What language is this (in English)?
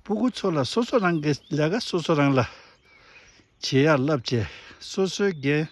Tibetan